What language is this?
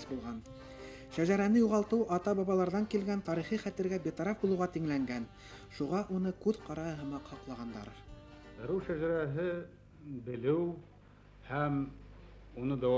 Bashkir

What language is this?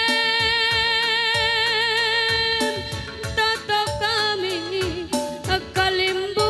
Batak Karo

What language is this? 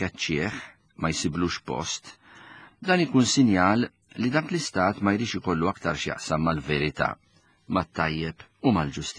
Maltese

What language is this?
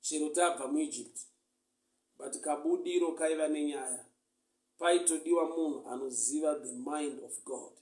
Shona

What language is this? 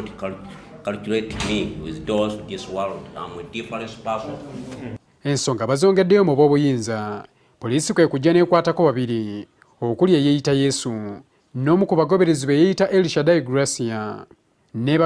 Ganda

